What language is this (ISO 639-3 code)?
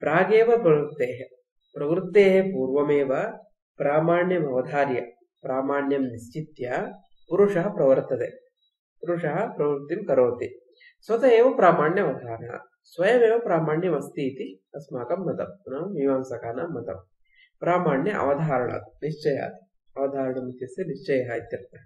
san